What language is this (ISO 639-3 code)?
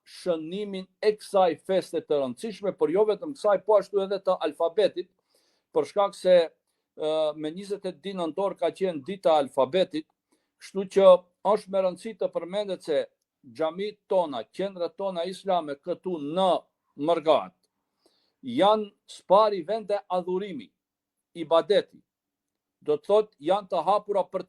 sqi